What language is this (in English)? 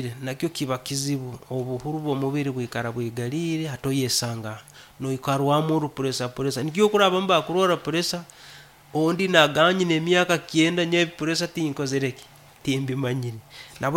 Nyankole